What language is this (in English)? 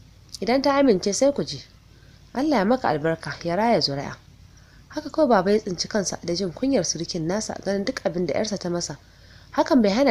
Hausa